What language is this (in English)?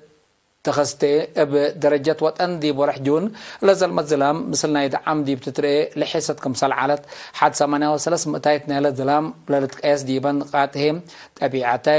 Tigre